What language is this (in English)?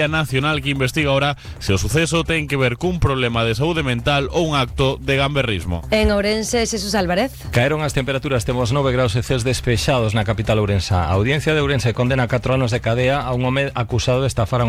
Galician